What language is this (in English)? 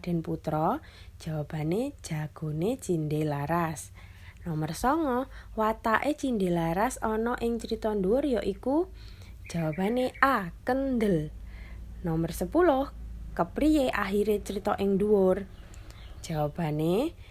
Javanese